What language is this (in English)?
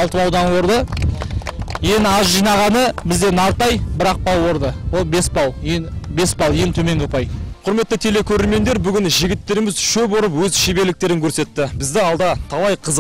Kazakh